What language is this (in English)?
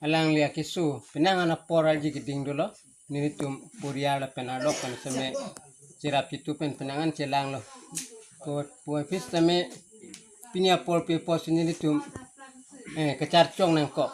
Karbi